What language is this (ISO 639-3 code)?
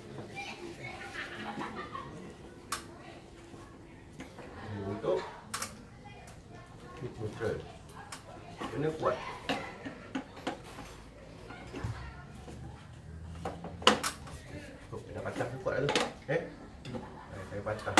msa